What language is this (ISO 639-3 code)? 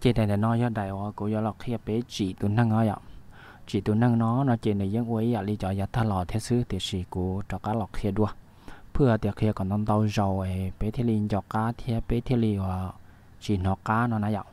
hmn